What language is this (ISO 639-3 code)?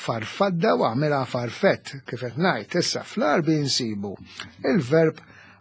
mlt